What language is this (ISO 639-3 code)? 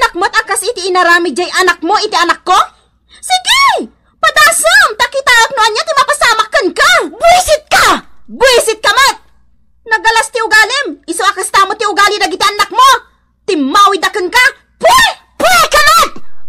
ilo